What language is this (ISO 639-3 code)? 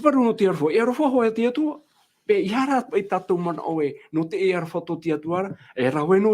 tah